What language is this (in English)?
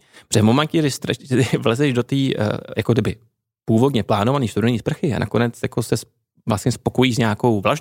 Czech